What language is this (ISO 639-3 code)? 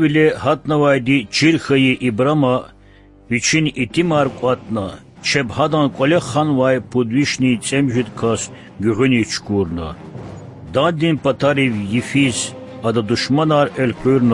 lez